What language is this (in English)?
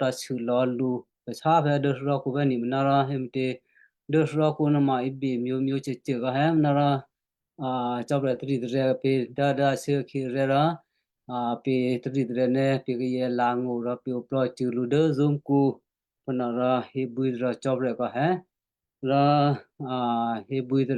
Western Kayah